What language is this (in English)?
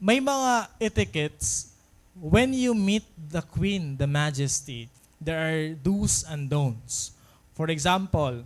Waray